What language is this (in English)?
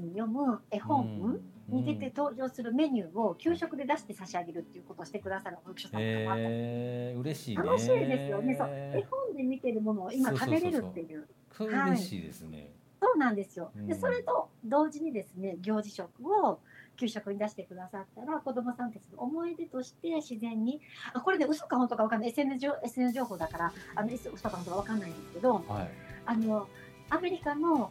Japanese